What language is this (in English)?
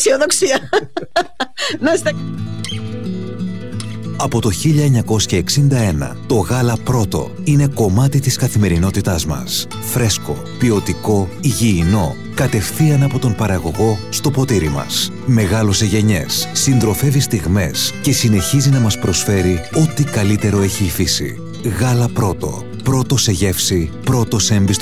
Greek